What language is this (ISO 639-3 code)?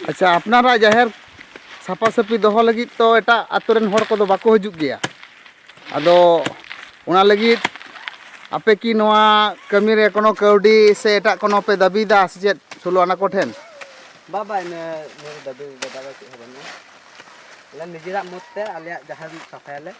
sat